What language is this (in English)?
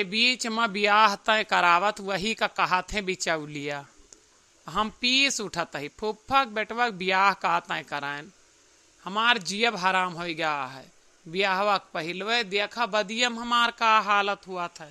Awadhi